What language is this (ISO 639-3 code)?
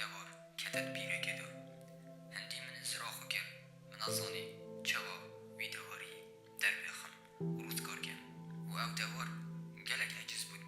kur